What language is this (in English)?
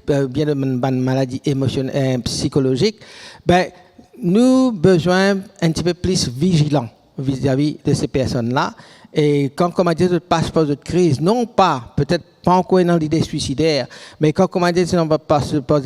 Morisyen